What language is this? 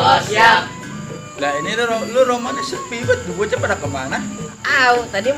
Betawi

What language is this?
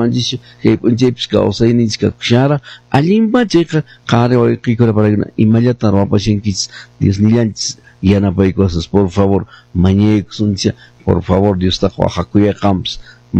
Quechua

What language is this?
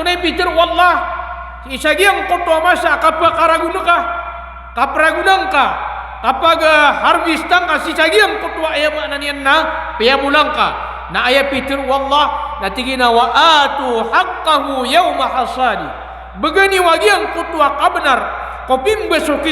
Maranao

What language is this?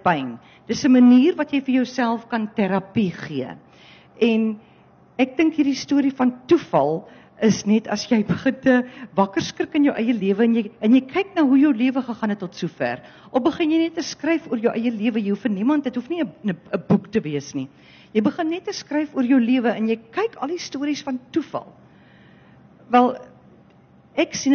Afrikaans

